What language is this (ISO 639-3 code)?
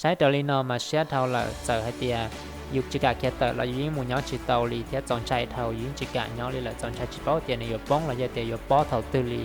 hmn